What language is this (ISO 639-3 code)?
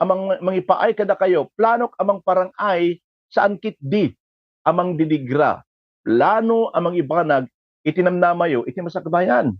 ilo